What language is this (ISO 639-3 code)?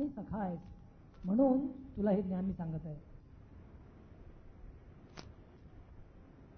mar